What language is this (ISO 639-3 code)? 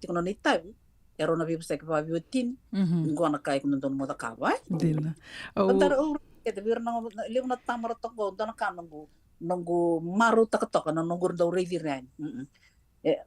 fij